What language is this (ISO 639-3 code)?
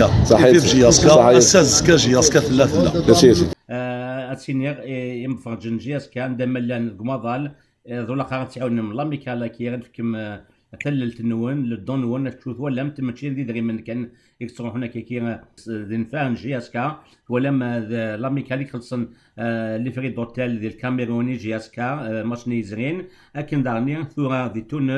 kab